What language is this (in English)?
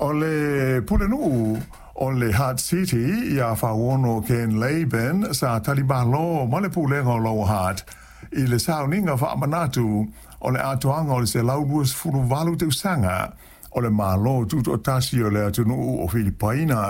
Samoan